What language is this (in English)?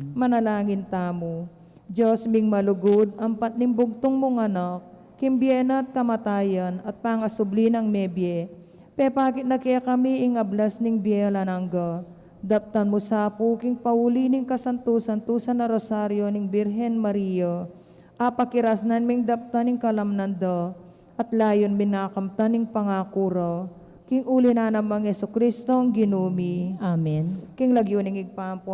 Pampanga